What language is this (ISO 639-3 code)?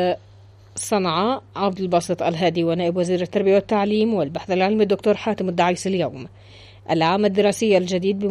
ara